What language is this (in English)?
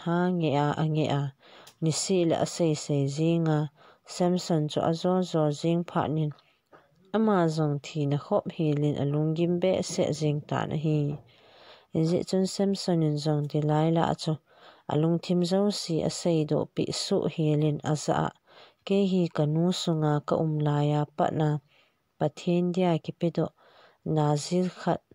Thado Chin